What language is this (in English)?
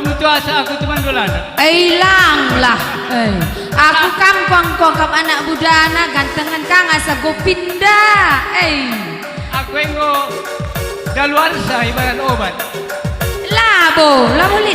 Batak Karo